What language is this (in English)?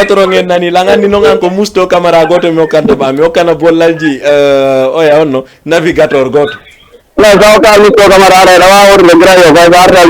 Fula